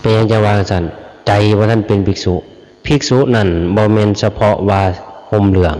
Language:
Lao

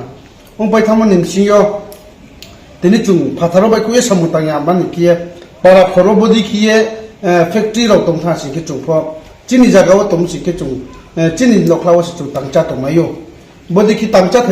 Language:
Riang (India)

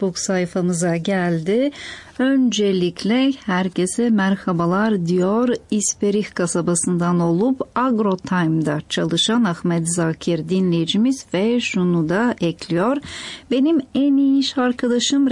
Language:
Turkish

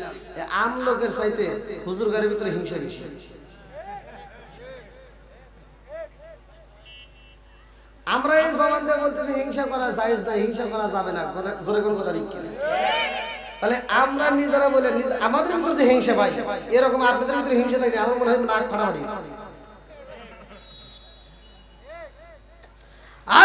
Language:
Bangla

